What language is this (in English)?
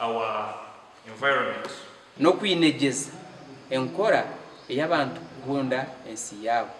Nyankole